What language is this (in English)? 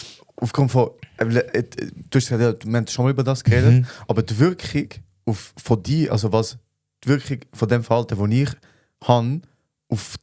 Swiss German